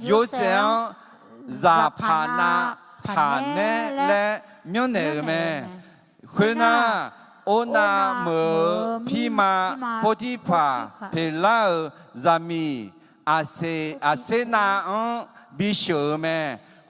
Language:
Akha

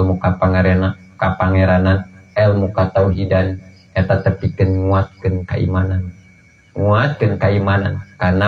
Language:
Sundanese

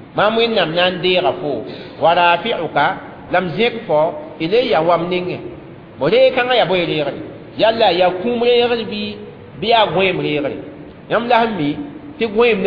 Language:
Mossi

